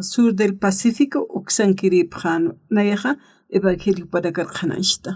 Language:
Aymara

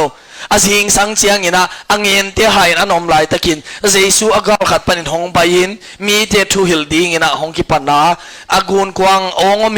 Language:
Tedim Chin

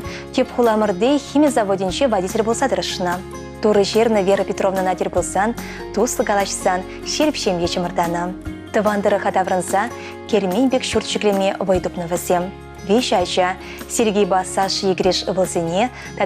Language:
Chuvash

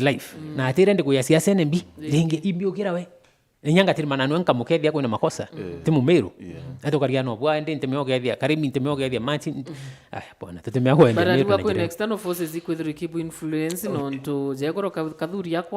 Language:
Meru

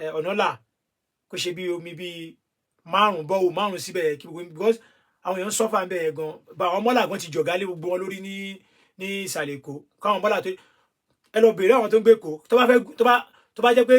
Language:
Yoruba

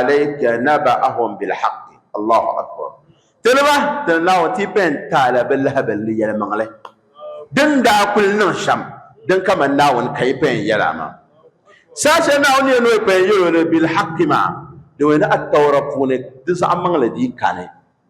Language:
Dagbani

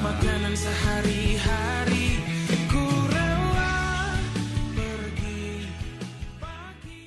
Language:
Achinese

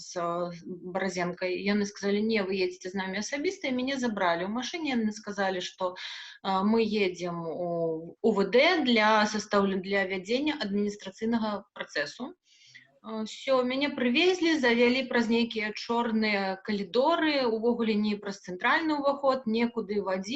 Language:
Belarusian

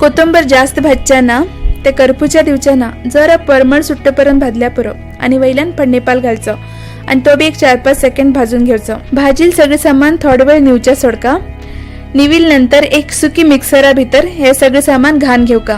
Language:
Konkani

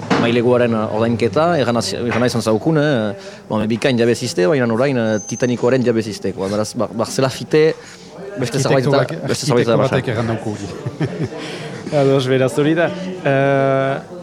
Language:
Basque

